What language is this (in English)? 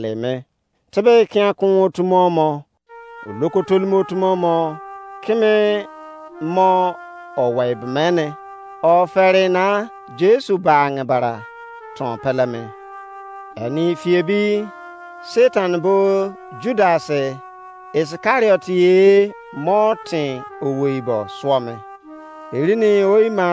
Izon